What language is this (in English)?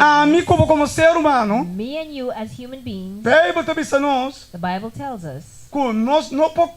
Papiamento